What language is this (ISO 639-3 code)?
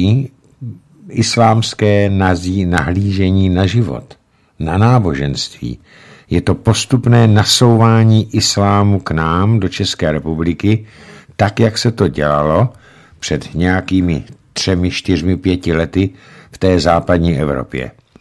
ces